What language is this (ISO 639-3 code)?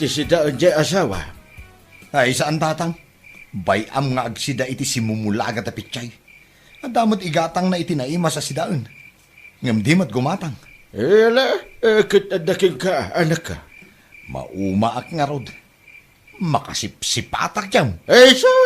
ilo